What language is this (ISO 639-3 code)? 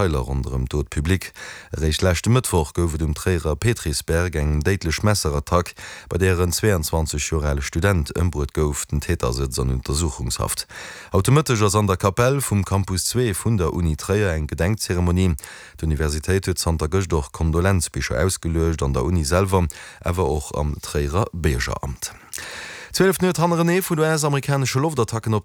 ltz